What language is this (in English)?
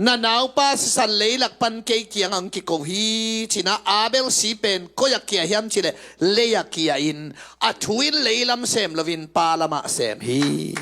Tedim Chin